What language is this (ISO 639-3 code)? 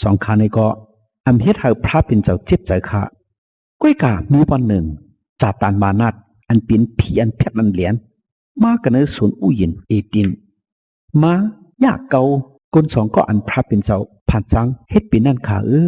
shn